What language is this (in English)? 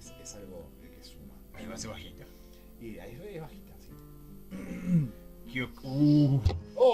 Spanish